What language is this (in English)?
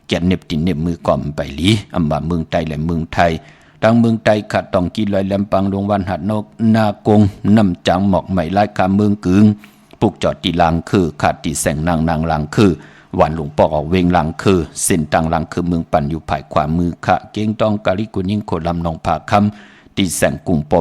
Shan